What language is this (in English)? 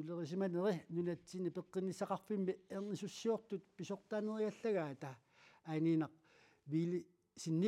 Kalaallisut